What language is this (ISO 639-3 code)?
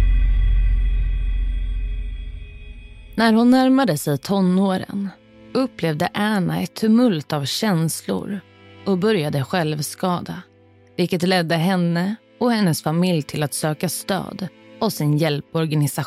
swe